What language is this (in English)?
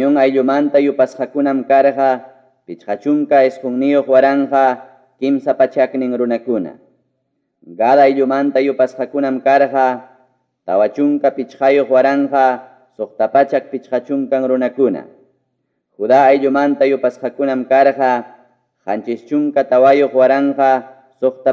Ayacucho Quechua